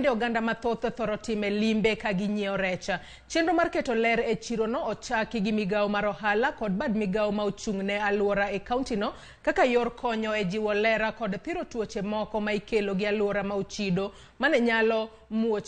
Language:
Luo (Kenya and Tanzania)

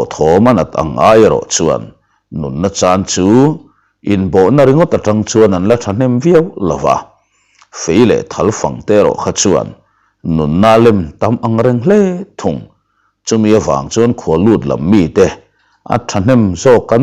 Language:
Mizo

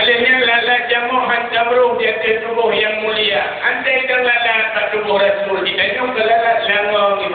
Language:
Achinese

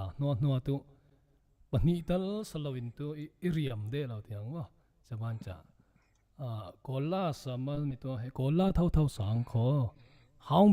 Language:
Falam Chin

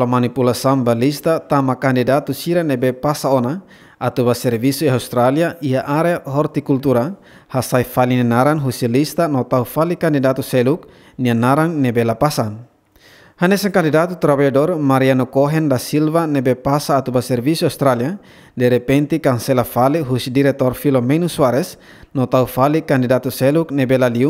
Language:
Tetum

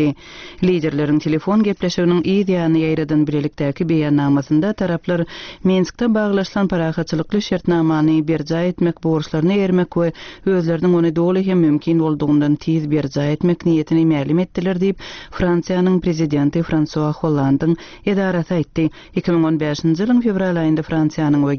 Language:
Turkmen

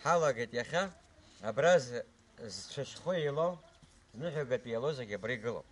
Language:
Abkhazian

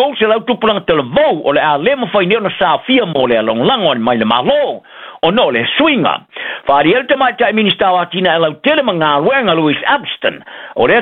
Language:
Samoan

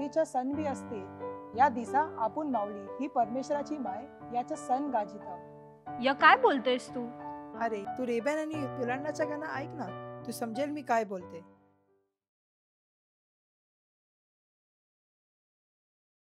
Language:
Marathi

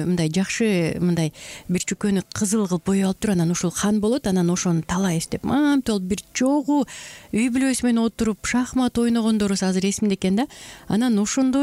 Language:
Kyrgyz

